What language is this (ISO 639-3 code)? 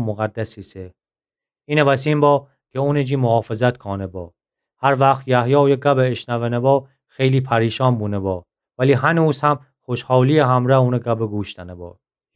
glk